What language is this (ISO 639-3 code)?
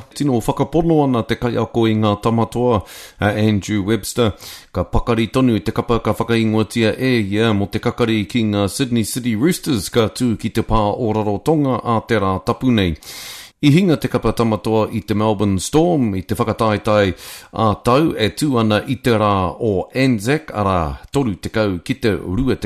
mri